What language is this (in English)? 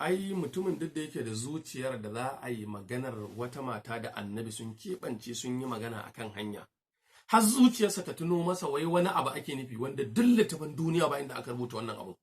Hausa